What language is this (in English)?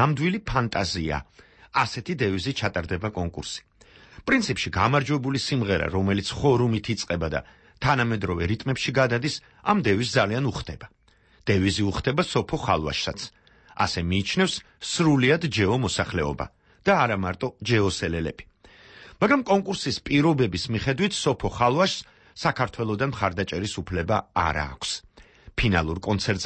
Georgian